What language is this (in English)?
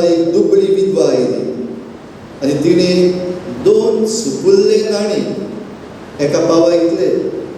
Konkani